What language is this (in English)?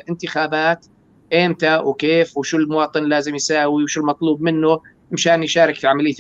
North Levantine Arabic